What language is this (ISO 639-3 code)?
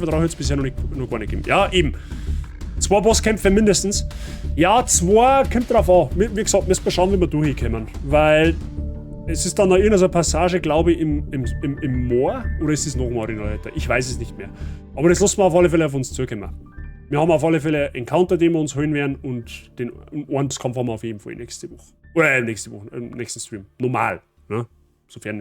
bar